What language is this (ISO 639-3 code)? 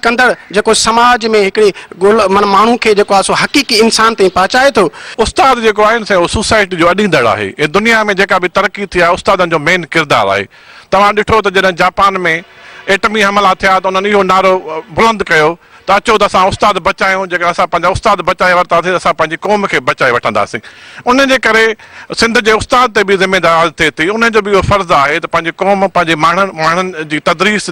snd